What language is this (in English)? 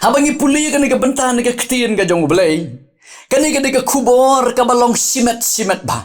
Khasi